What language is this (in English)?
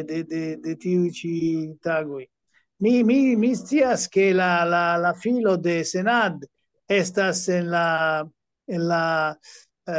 Esperanto